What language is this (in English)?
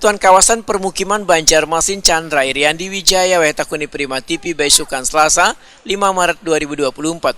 Banjar